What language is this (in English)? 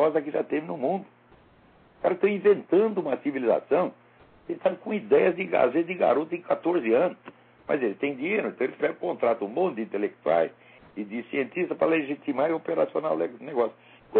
Portuguese